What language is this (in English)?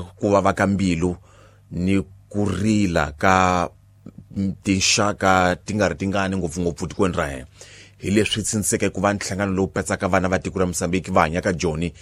Tsonga